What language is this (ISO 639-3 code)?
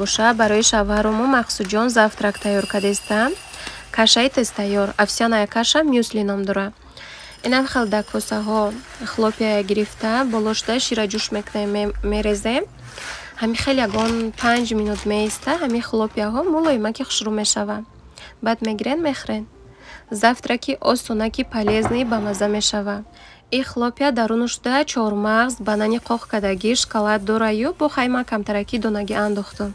tgk